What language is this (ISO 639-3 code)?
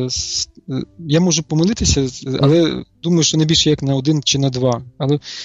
ukr